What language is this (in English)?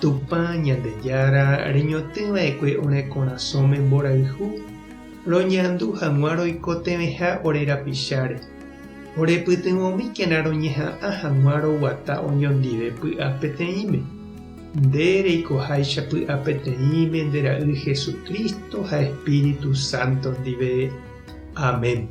Guarani